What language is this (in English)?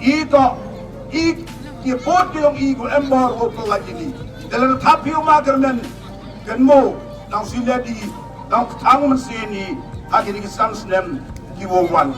Khasi